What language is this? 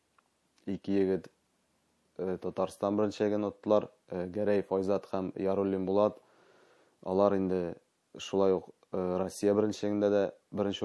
Tatar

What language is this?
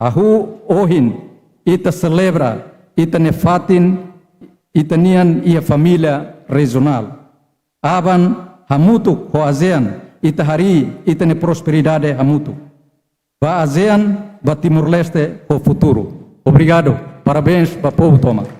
Tetum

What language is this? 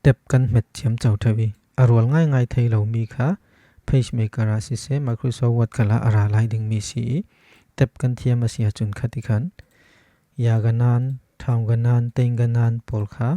Falam Chin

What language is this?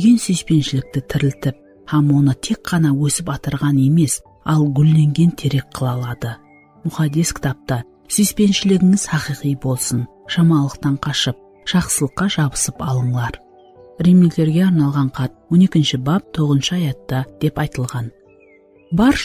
Kara-Kalpak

